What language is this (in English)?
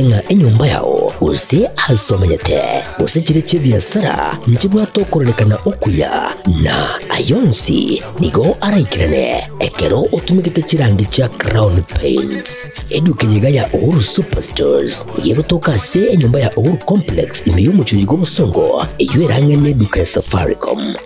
Gusii